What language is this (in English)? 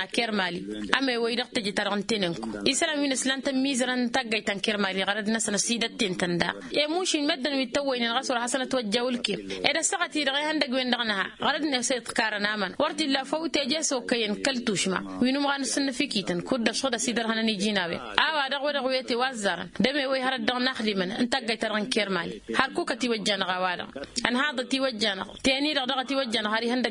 Tamasheq